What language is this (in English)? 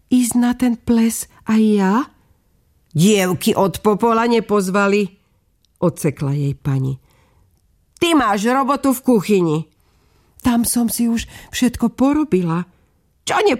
Slovak